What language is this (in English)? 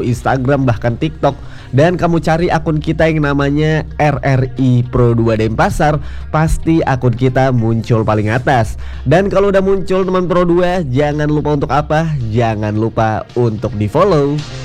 Indonesian